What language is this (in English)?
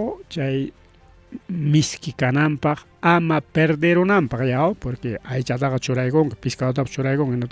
Ayacucho Quechua